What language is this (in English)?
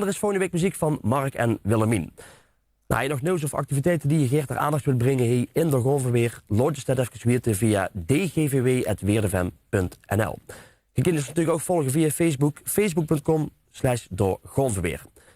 Limburgish